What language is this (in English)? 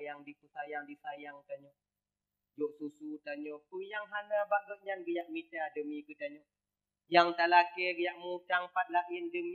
Achinese